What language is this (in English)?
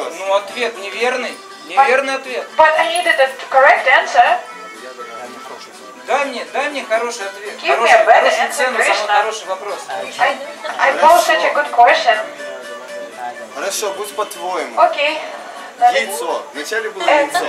Russian